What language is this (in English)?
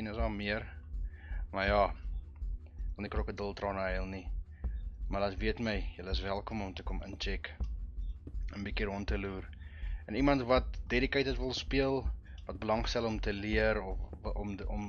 Afrikaans